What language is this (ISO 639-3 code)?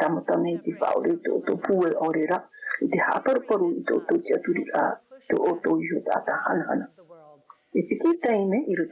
tah